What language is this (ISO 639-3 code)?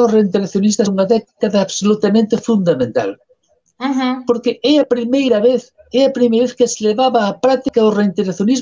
glg